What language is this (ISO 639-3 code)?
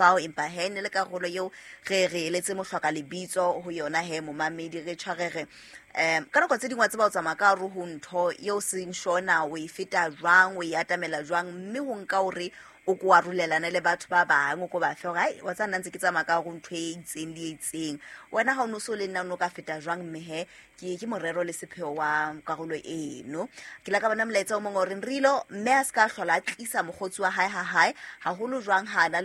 sot